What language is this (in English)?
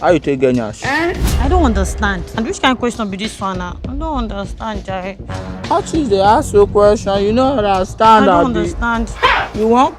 Nigerian Pidgin